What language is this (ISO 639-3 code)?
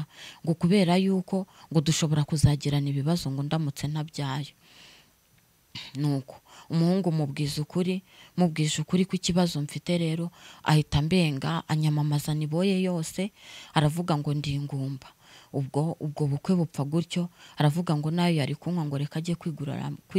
kin